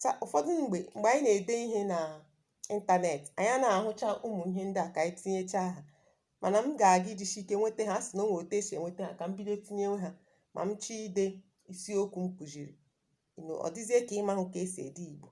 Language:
Igbo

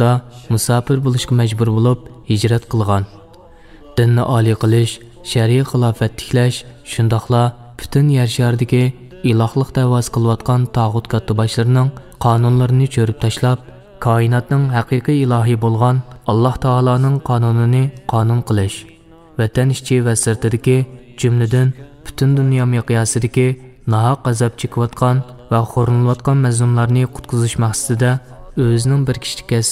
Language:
Uyghur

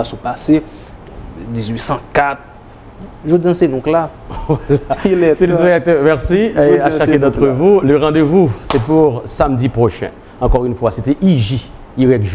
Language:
Haitian Creole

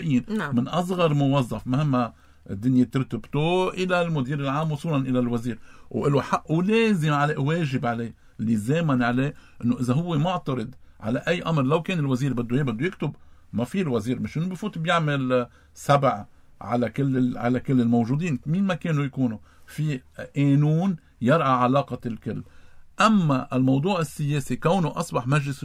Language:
North Levantine Arabic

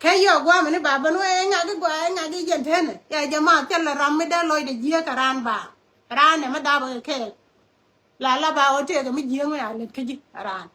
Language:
Nuer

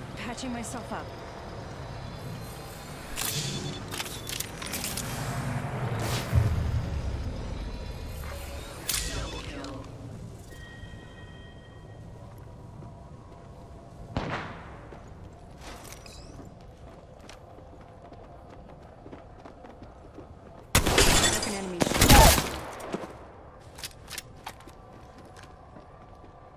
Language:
English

